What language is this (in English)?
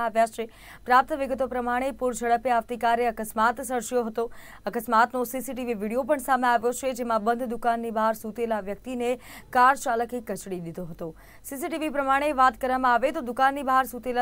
Gujarati